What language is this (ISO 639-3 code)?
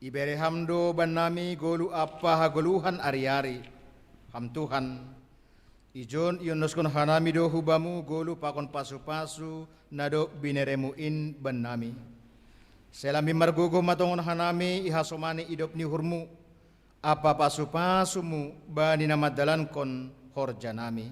bts